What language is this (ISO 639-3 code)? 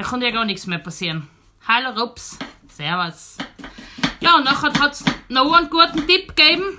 bar